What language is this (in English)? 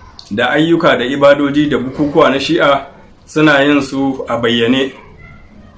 Hausa